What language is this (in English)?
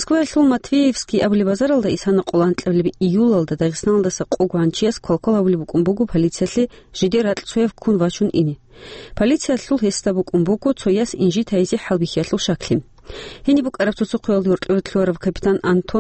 Avaric